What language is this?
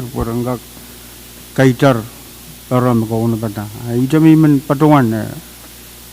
Pohnpeian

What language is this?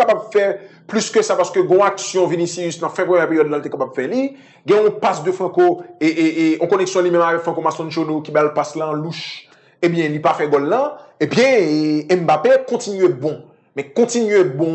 Haitian Creole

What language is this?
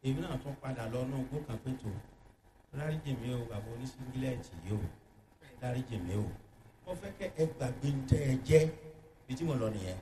Yoruba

